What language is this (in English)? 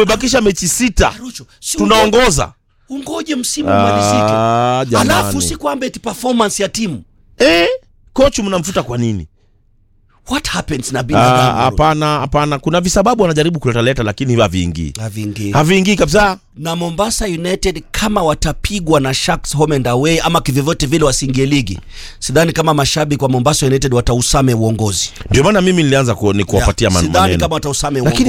Swahili